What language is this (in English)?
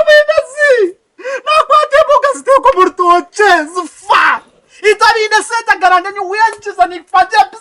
Nyankole